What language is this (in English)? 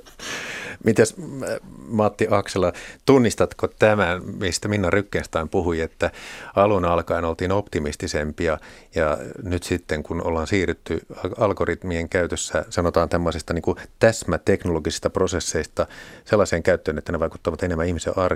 Finnish